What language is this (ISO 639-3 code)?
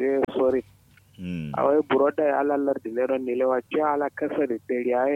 kau